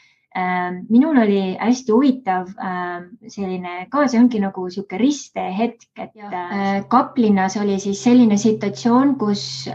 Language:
Estonian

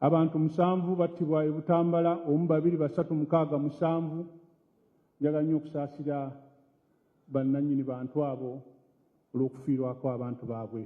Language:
Ganda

